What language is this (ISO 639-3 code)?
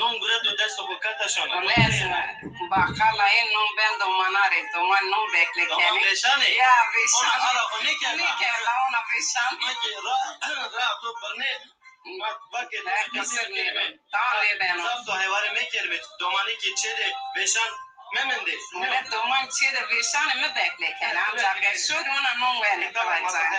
zza